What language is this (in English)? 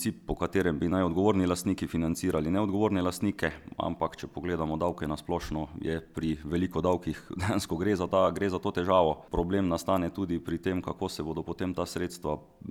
Slovenian